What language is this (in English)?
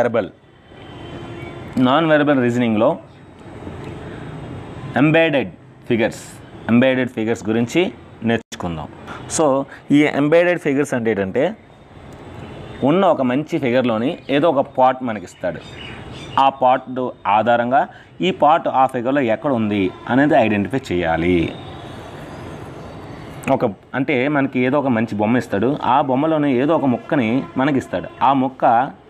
Telugu